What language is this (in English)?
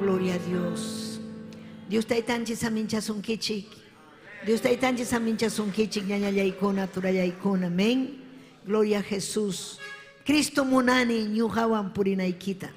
Ayacucho Quechua